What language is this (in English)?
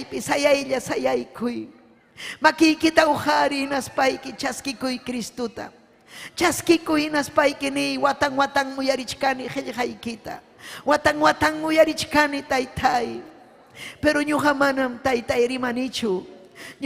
Ayacucho Quechua